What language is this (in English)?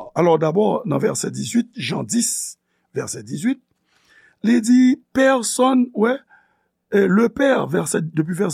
Haitian Creole